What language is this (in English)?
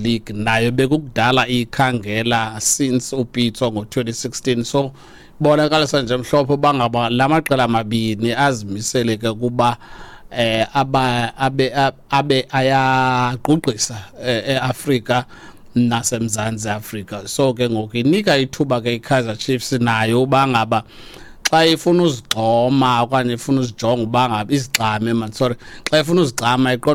Xhosa